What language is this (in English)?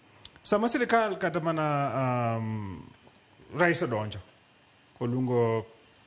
Luo (Kenya and Tanzania)